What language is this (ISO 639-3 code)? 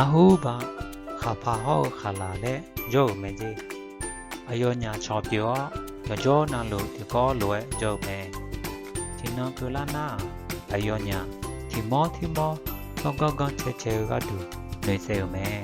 ahk